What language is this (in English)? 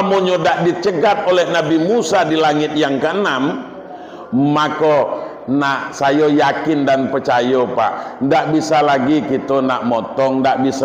Minangkabau